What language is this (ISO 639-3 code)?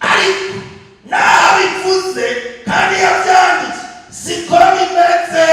run